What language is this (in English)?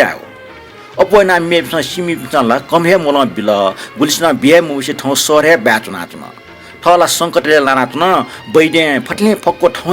Newari